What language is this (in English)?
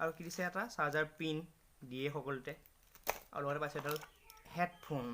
Assamese